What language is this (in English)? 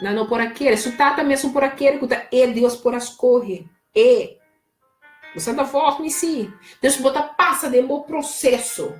Papiamento